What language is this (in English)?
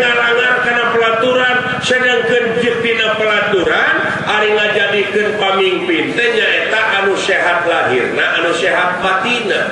Sundanese